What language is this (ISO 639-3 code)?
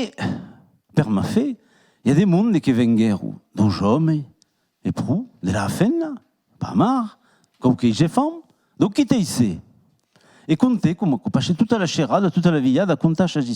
oci